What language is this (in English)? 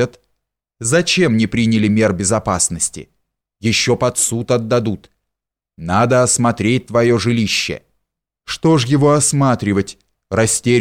Russian